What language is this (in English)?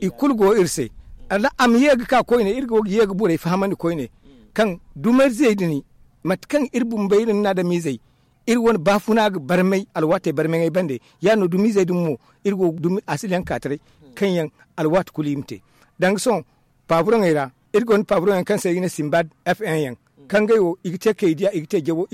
Zarma